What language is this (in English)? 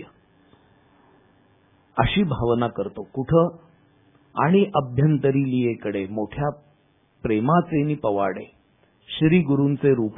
Marathi